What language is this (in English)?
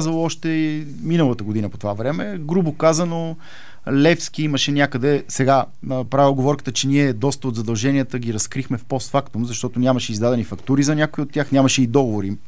Bulgarian